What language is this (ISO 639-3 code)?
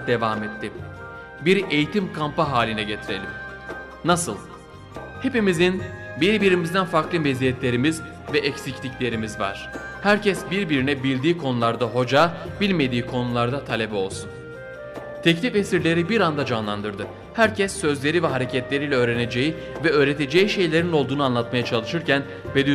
tur